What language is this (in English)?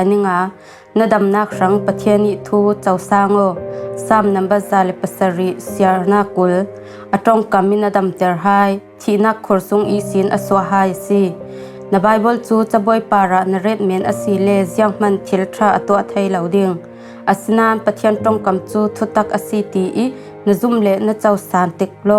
Falam Chin